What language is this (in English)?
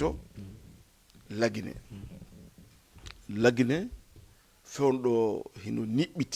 Fula